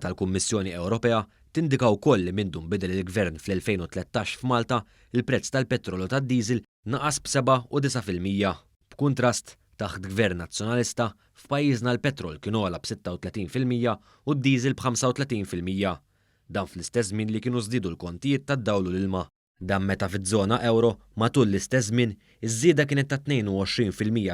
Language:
Maltese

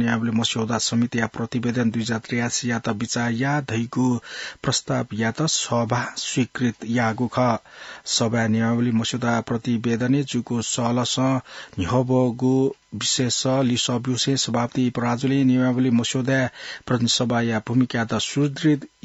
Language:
Newari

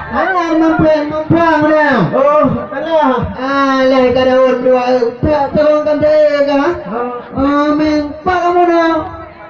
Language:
Achinese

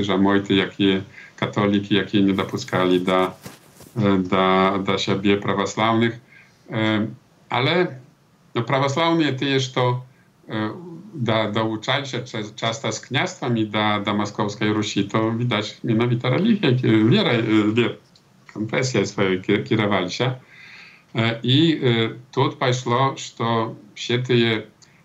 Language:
Belarusian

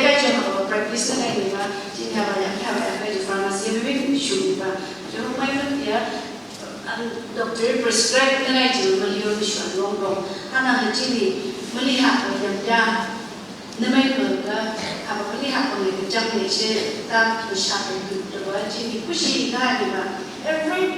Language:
Phom Naga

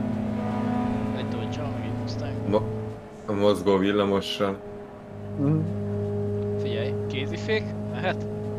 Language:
Hungarian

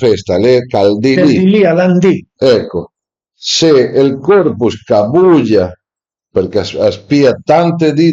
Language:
Piedmontese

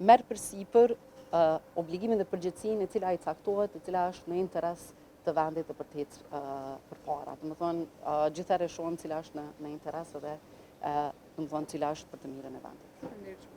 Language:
Albanian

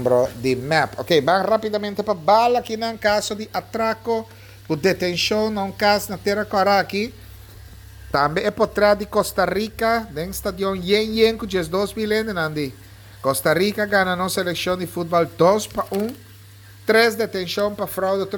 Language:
Papiamento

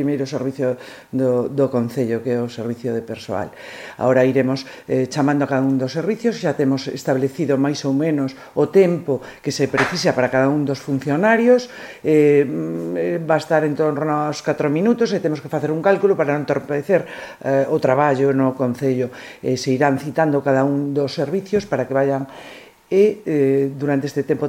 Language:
Galician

